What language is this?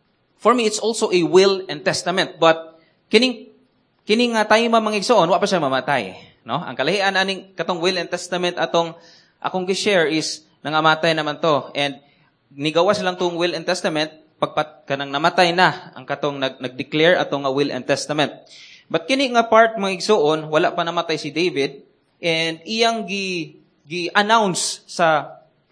Cebuano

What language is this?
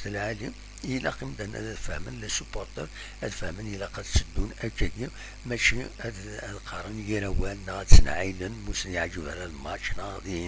Kabyle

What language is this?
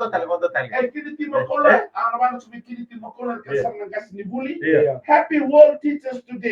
Fijian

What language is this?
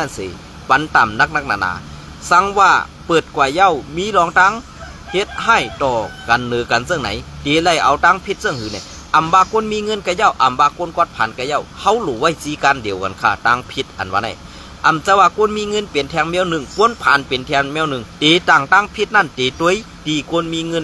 Shan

